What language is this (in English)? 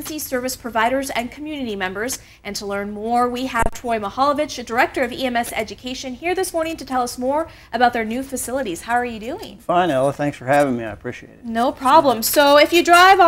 English